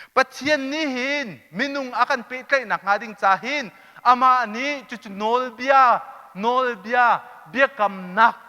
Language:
Hakha Chin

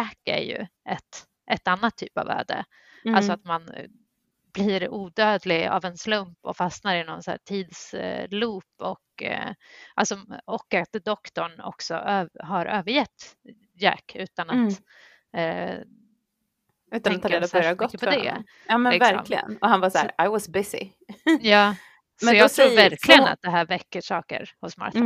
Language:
Swedish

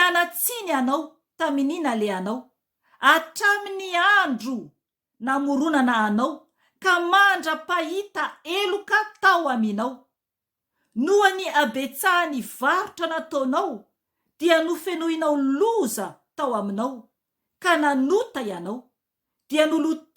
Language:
Malagasy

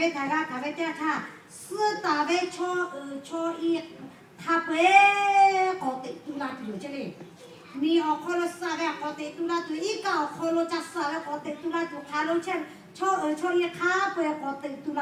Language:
Lahu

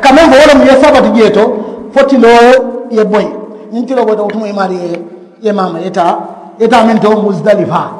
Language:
Mandingo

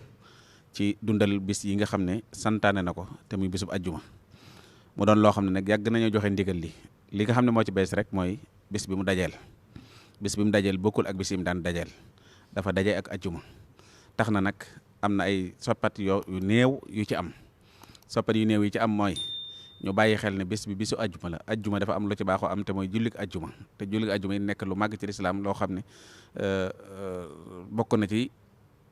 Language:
Wolof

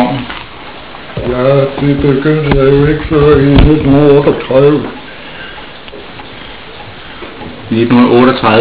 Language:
Danish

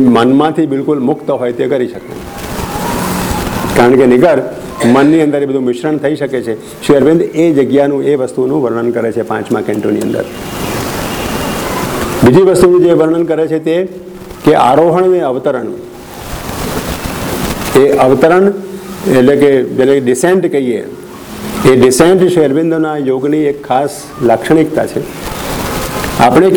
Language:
Gujarati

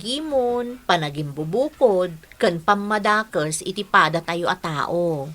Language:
Iloko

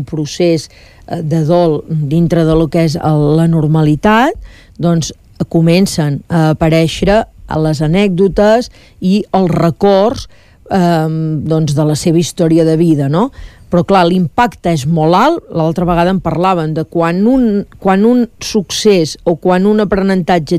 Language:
Catalan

